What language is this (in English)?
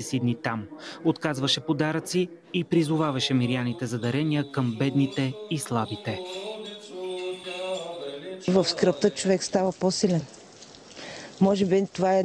Bulgarian